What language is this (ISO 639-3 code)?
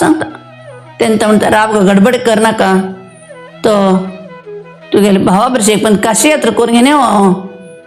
kok